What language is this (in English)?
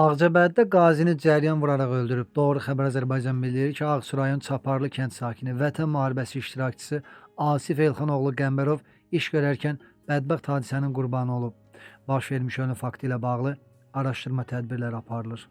Azerbaijani